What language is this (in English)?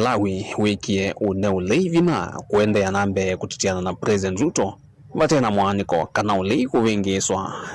Kamba